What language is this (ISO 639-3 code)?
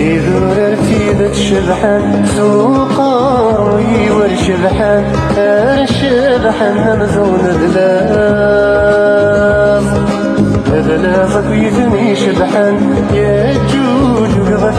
kab